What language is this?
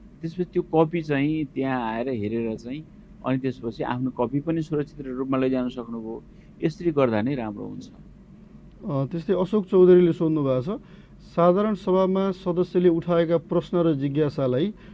Nepali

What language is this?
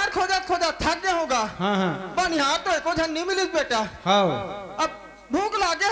Chhattisgarhi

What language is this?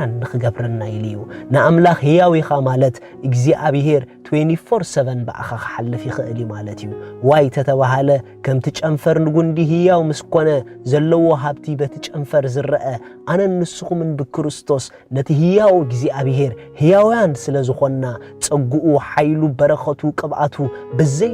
Tigrinya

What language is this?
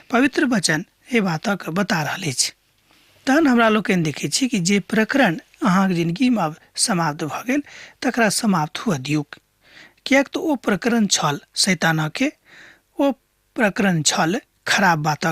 Maithili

